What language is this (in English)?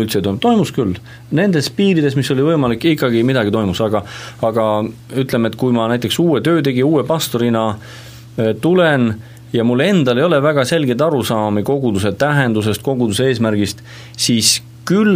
Estonian